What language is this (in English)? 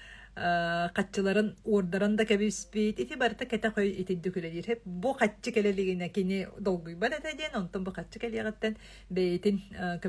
Yakut